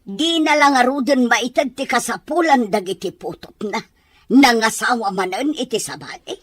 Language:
Iloko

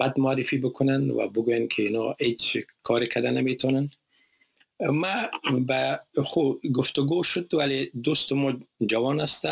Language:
Persian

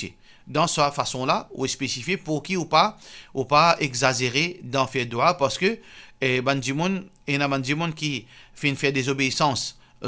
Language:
Morisyen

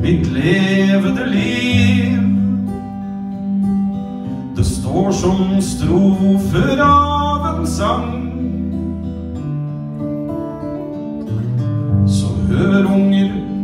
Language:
Norwegian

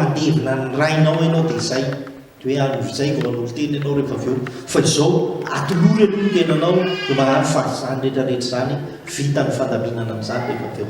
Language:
Malagasy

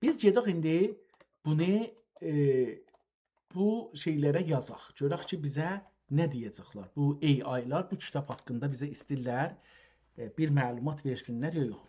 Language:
South Azerbaijani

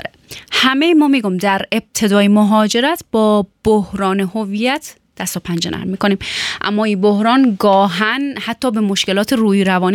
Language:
Persian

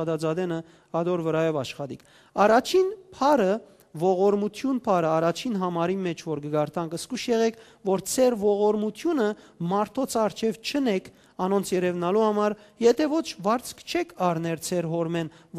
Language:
Western Armenian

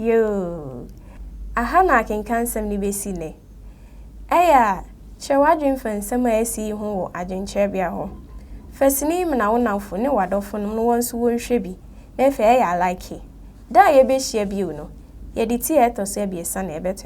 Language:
Akan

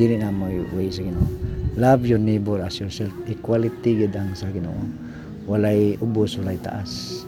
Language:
Cebuano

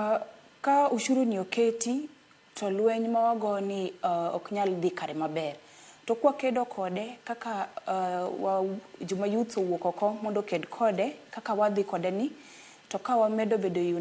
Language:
Luo (Kenya and Tanzania)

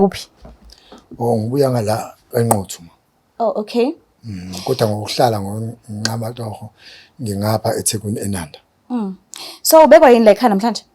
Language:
Zulu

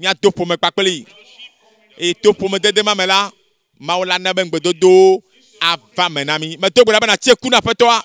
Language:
Ewe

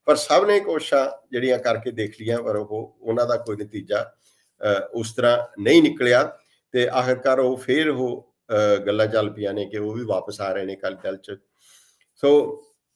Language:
Punjabi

